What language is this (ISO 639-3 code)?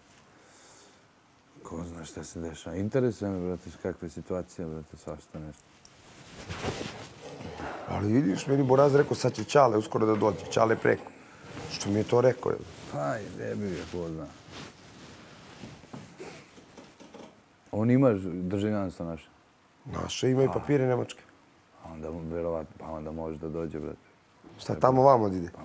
srp